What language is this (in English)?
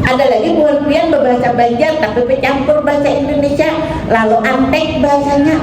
Banjar